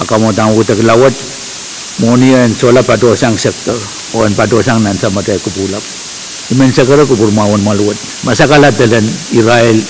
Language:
Pohnpeian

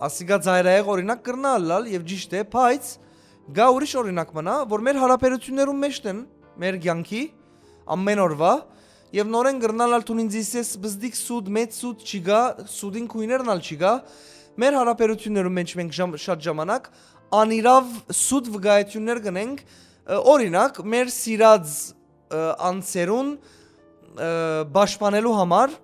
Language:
Western Armenian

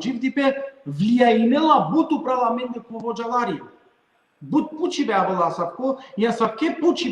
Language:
Balkan Romani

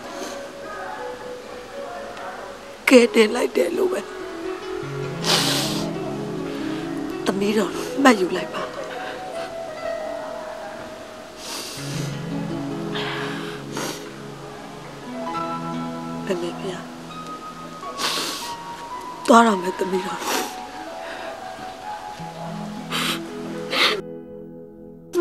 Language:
Burmese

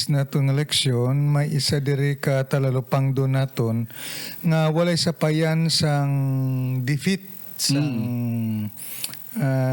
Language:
Hiligaynon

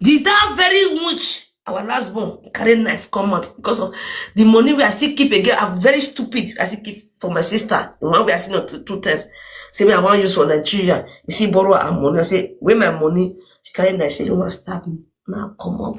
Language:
Nigerian Pidgin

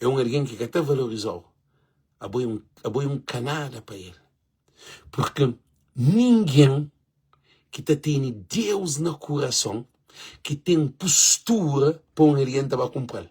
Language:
Kabuverdianu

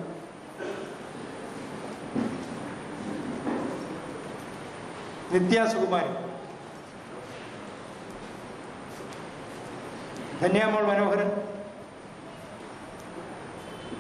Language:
Malayalam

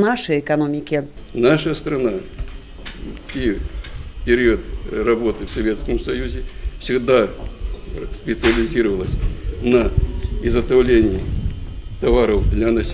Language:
Russian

